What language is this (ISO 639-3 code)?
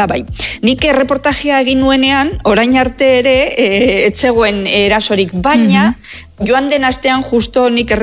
eus